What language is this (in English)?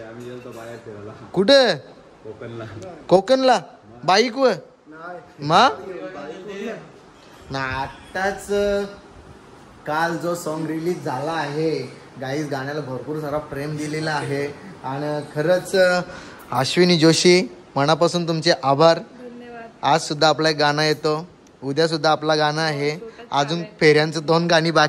Marathi